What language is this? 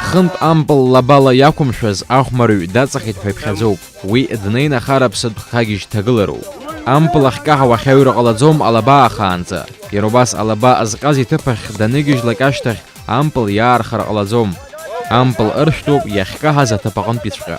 Abkhazian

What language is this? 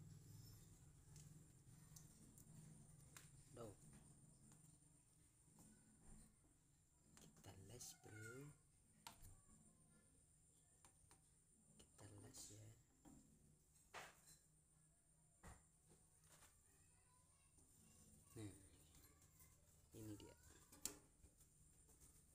Indonesian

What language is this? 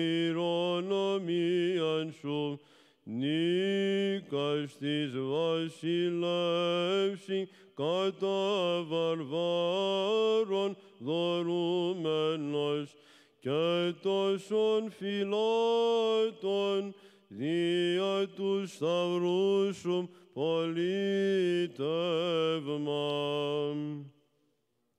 Greek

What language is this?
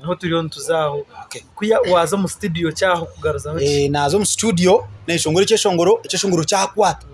Nyankole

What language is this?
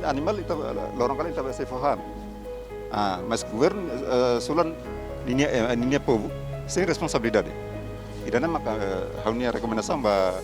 Tetum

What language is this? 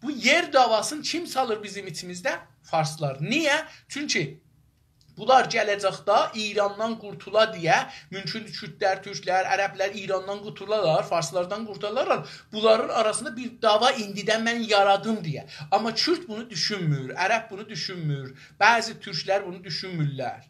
South Azerbaijani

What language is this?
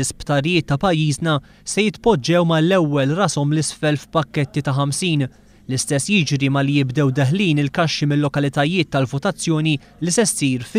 Maltese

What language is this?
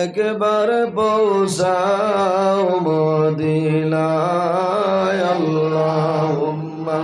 Sylheti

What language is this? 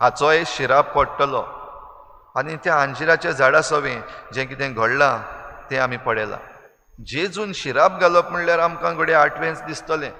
Konkani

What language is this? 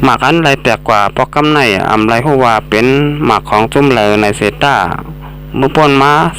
Shan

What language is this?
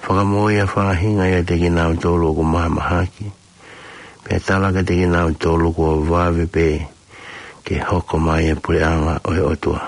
Tongan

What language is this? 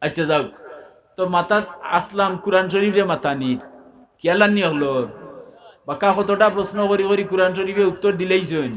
Sylheti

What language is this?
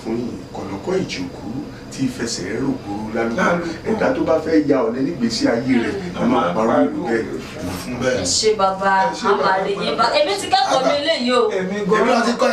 Yoruba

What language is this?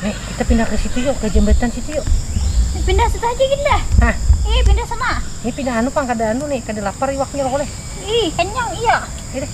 Banjar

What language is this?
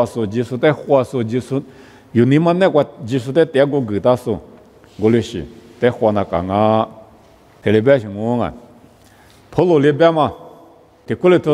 Lisu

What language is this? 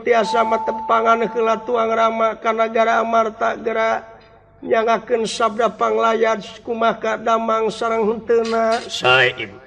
Sundanese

